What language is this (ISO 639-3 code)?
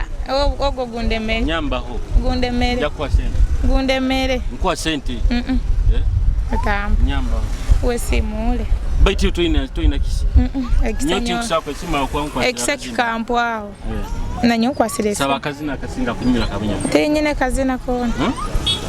nyo